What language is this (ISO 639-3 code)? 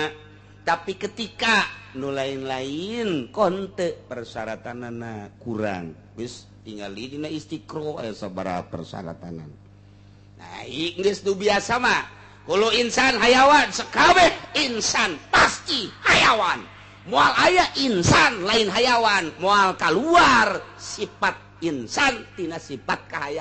sun